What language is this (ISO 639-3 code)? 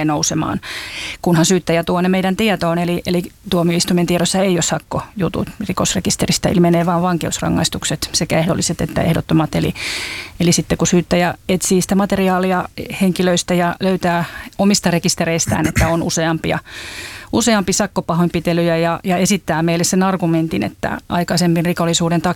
fin